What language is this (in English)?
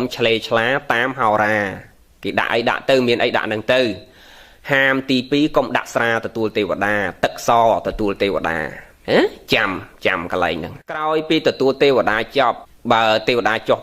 Khmer